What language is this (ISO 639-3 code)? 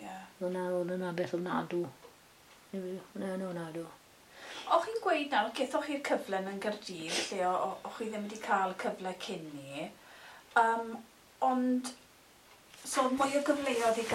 cym